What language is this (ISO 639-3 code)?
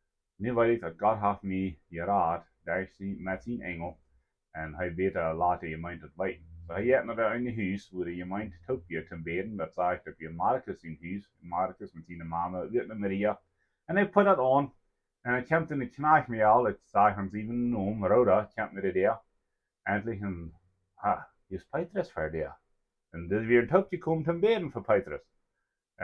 pdt